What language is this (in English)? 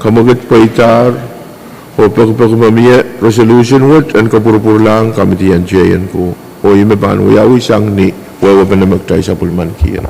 Pohnpeian